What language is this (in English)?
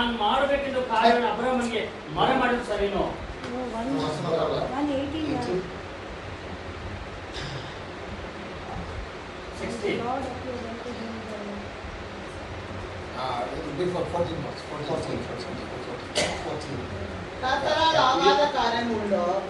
Tamil